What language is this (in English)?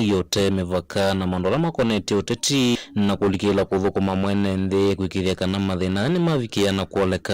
Kamba